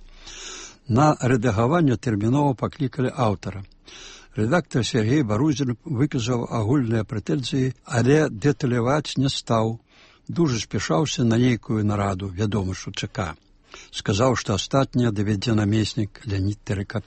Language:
Belarusian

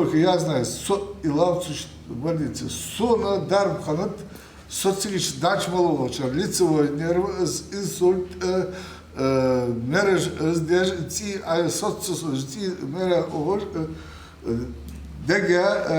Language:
Ingush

